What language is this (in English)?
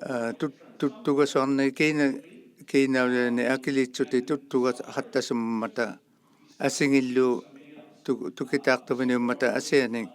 Inuktitut